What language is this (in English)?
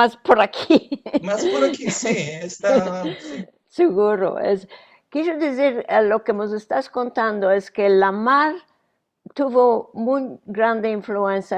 Ladino